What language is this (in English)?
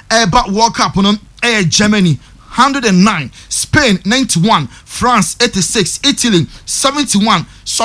Akan